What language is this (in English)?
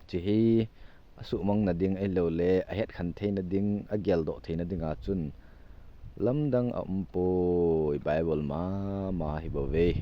Thado Chin